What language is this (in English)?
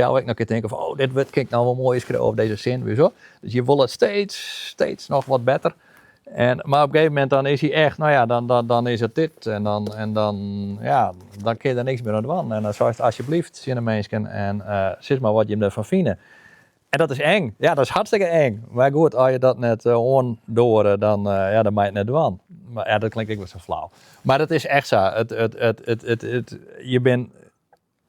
Western Frisian